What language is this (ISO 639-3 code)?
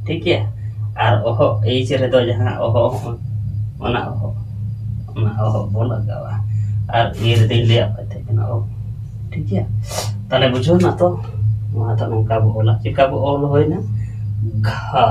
sat